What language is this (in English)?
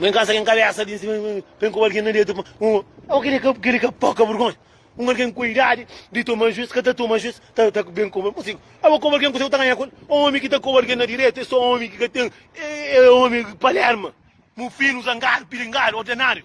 Kabuverdianu